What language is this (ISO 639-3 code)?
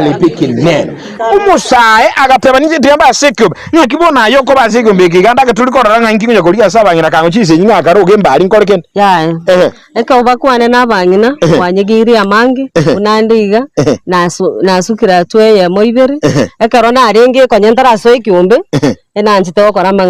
guz